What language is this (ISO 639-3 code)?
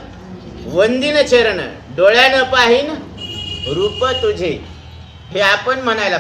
mar